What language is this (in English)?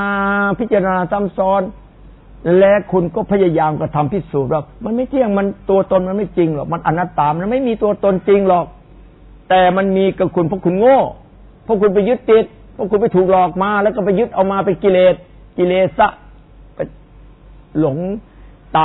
Thai